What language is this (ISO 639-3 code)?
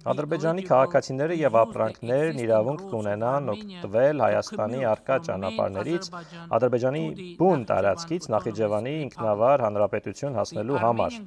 hye